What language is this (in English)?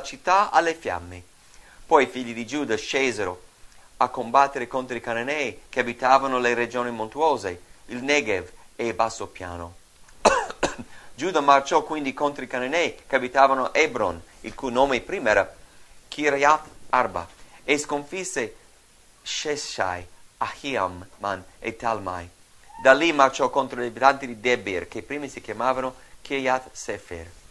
Italian